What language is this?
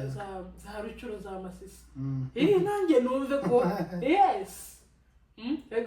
Kinyarwanda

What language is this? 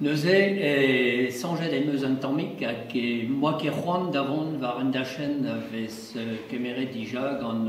Breton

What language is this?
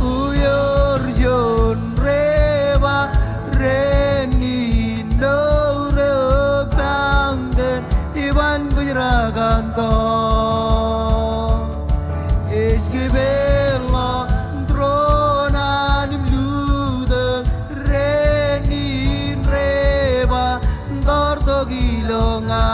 Marshallese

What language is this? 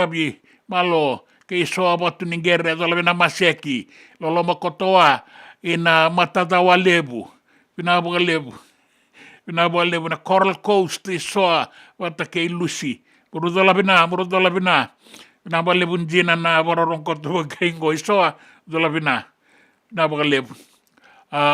Fijian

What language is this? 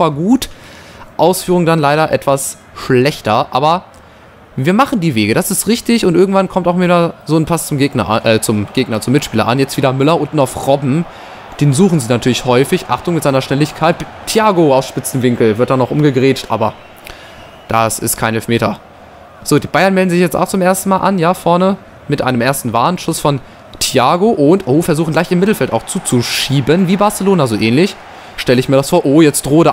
German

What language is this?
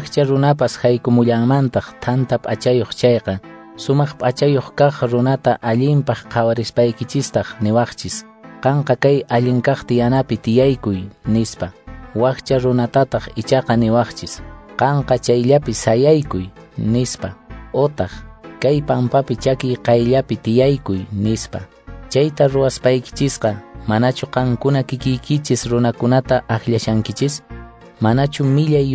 Quechua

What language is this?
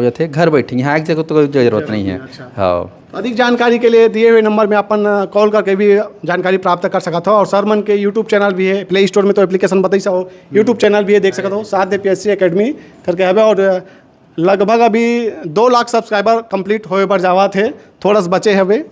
Chhattisgarhi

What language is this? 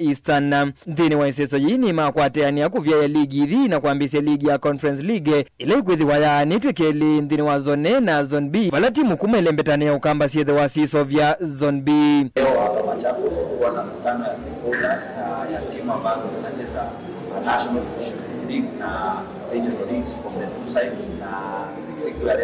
Kamba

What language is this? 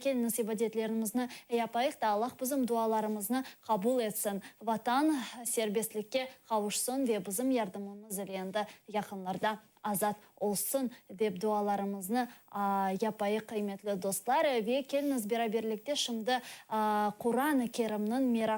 Crimean Tatar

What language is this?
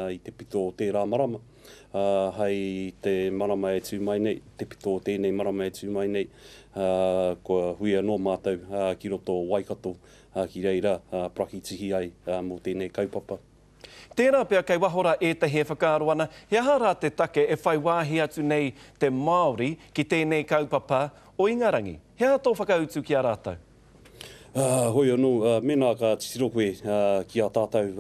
Māori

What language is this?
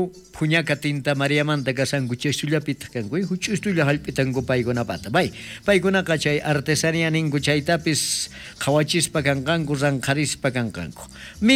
South Bolivian Quechua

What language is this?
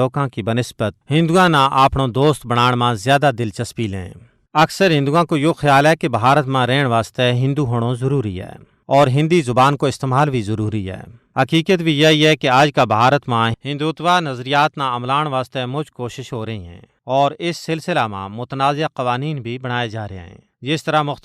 Gujari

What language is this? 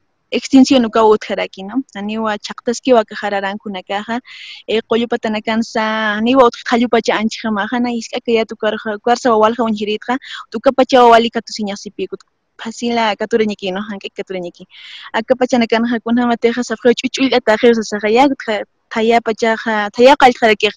Aymara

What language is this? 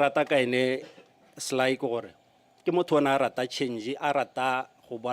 Tswana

